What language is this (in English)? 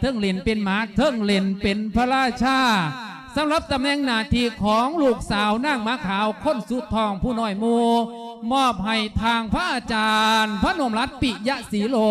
Lao